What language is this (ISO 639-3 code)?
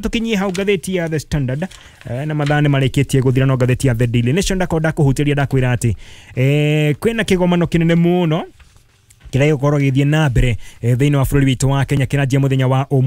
kik